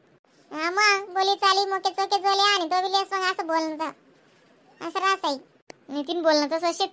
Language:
Khandesi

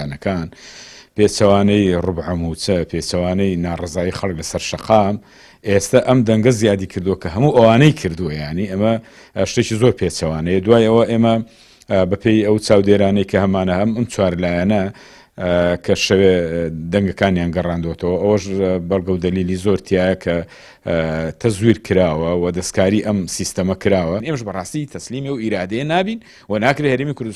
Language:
Central Kurdish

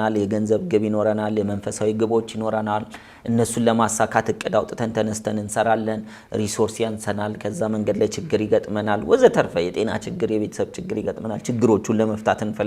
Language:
Amharic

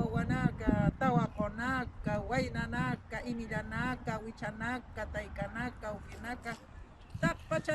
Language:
Aymara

